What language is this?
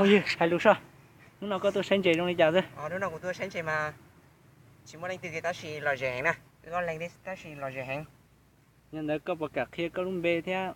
Hmong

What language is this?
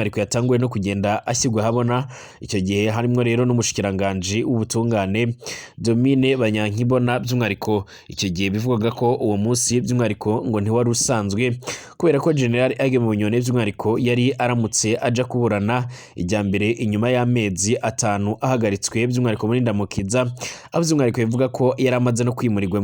Rundi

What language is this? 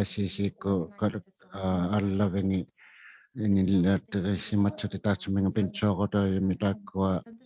Inuktitut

